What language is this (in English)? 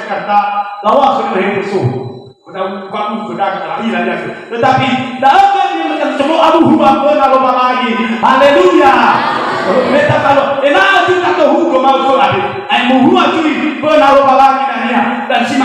Nias